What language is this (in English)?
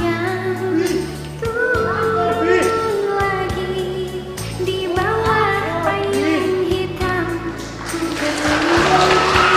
Banjar